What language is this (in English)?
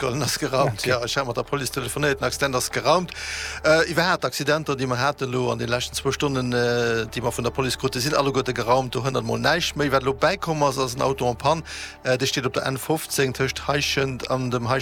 Luxembourgish